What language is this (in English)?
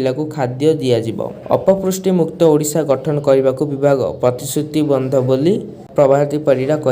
Odia